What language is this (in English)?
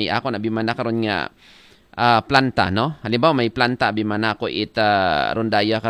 Aklanon